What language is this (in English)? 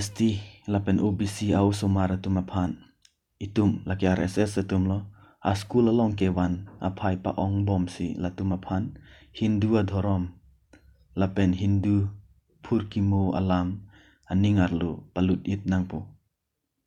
Karbi